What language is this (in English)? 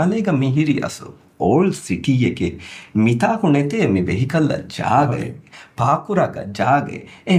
Divehi